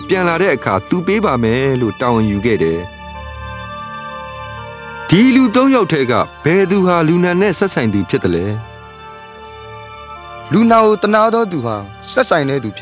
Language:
Burmese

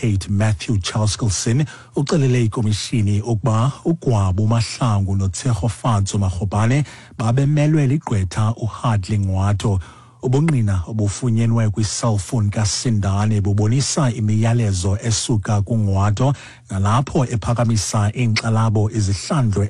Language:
Xhosa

